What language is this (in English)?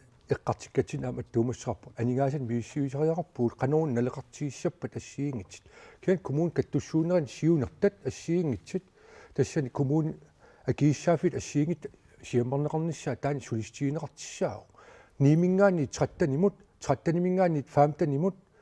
Kalaallisut